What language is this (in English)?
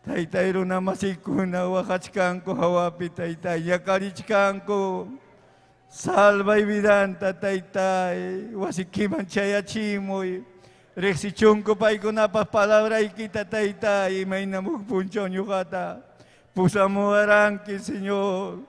Ayacucho Quechua